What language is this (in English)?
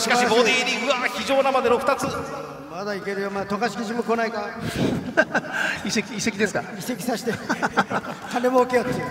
Japanese